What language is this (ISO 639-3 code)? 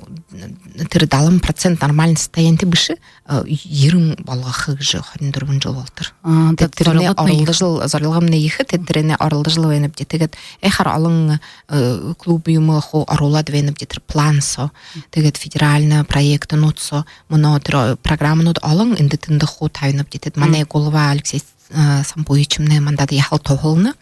bua